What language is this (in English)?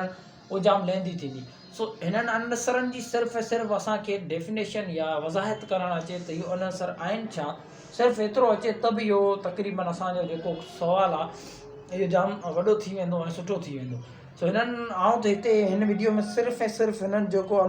Sindhi